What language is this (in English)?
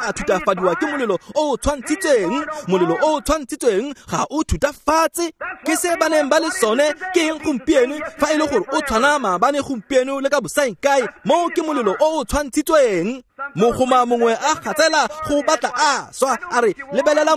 Tswana